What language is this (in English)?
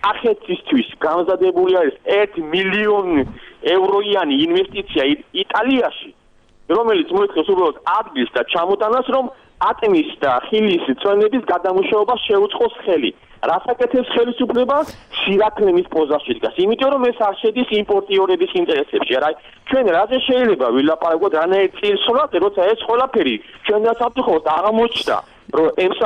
Georgian